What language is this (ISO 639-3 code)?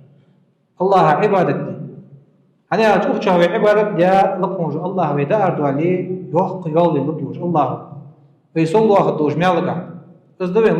inh